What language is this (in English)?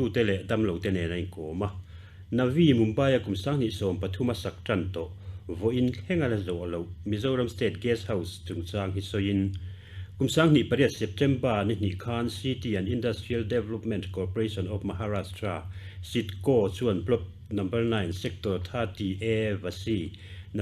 Mizo